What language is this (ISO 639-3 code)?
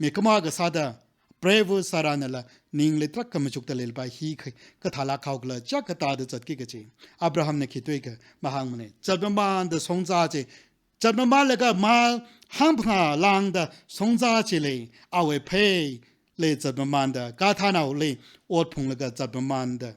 nmf